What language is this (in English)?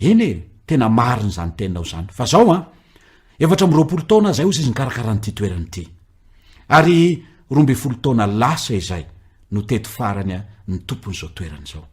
Malagasy